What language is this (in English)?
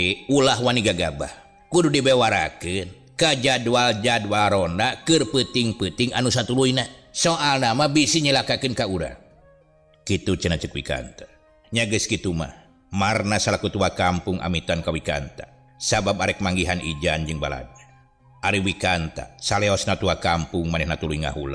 Sundanese